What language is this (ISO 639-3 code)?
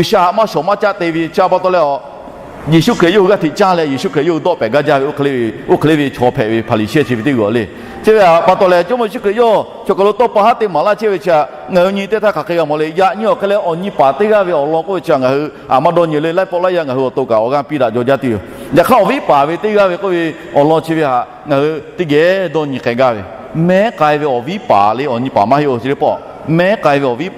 lhu